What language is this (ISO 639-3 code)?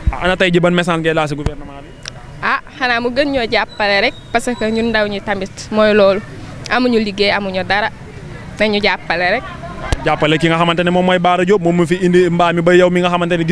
wol